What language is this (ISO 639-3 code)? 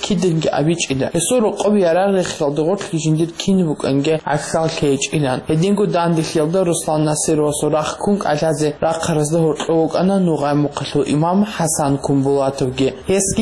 ava